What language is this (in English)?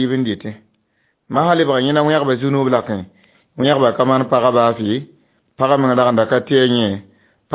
Mossi